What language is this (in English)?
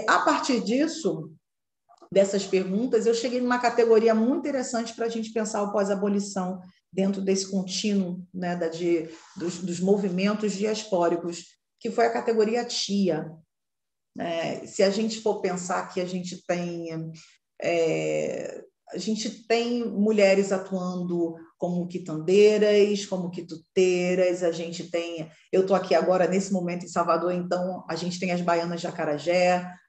Portuguese